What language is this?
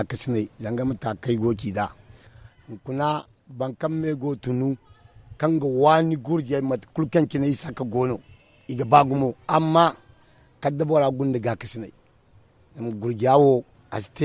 Zarma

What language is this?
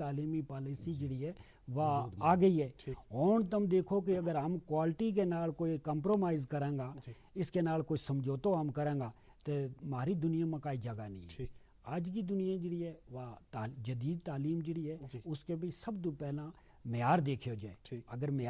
Gujari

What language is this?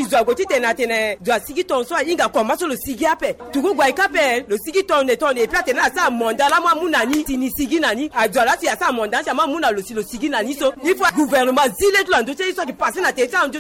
Sango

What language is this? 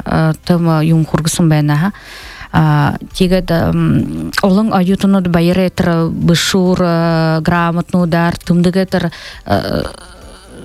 Buriat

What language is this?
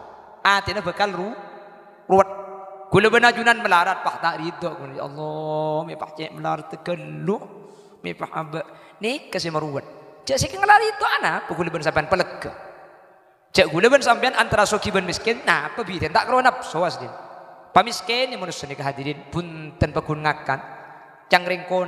Madurese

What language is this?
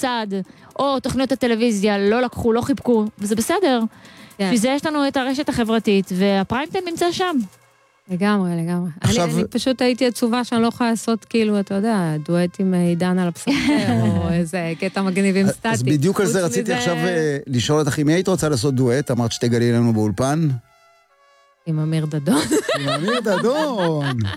Hebrew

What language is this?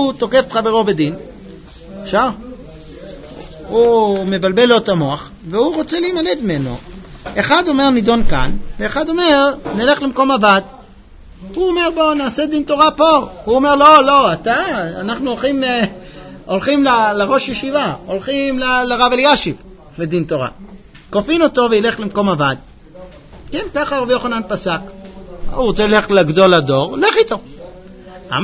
Hebrew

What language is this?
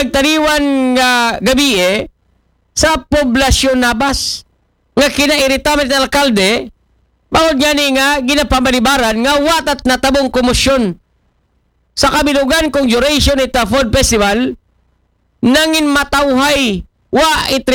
Aklanon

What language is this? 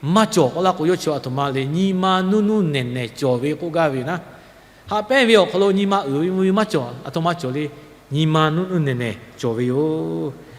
Lahu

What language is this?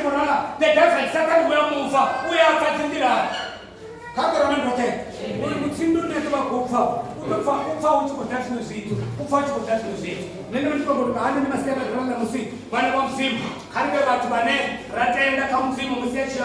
Venda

